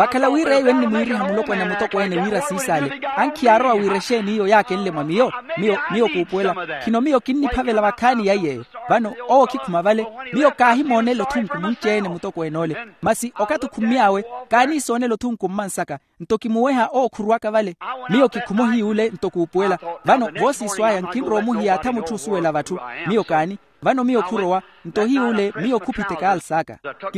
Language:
Makhuwa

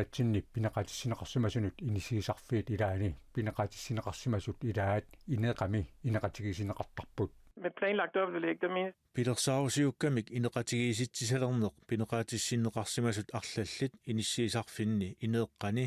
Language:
Kalaallisut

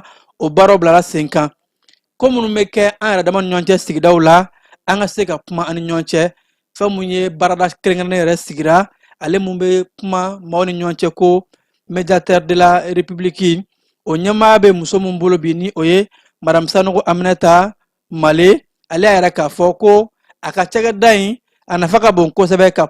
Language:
Bambara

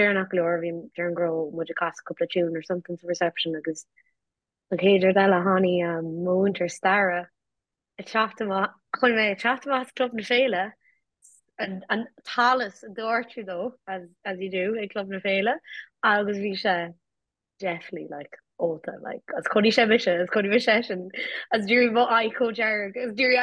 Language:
Irish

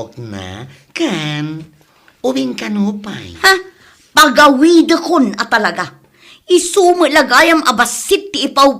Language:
Iloko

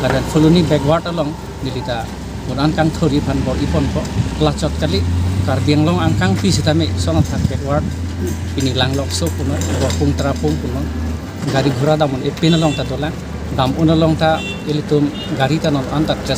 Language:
Karbi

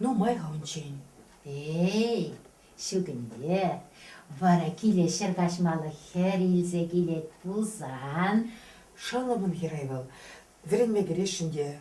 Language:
Chuvash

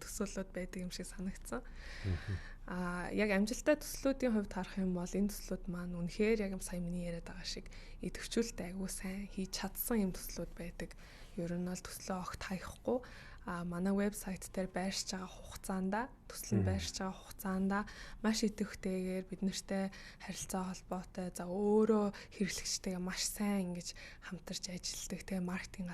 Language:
Mongolian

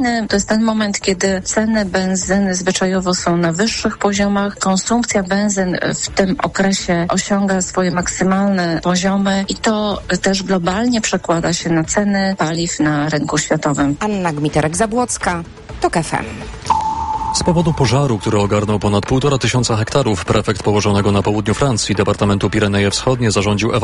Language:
Polish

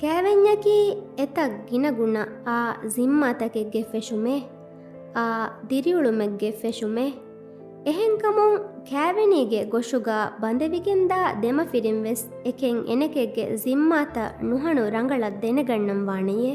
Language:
Divehi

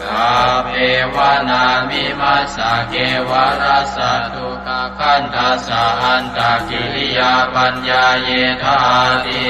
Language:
Pali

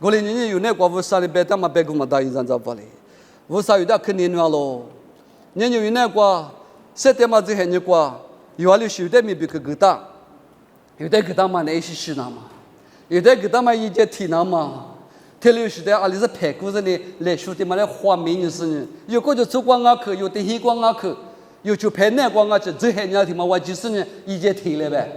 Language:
Lisu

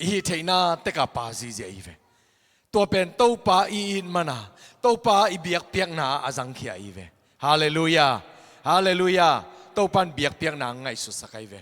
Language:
Tedim Chin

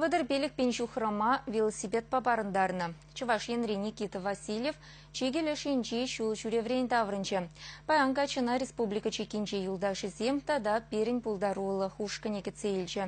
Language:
Chuvash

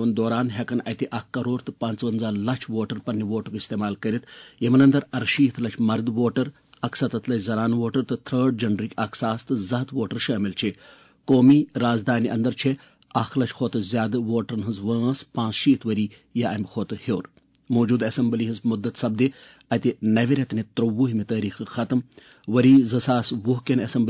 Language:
Kashmiri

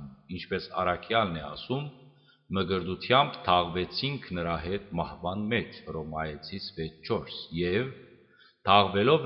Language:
Western Armenian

